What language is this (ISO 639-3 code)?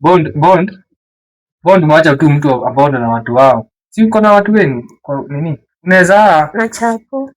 swa